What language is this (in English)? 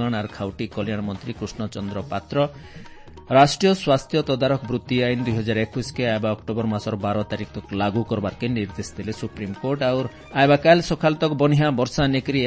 Odia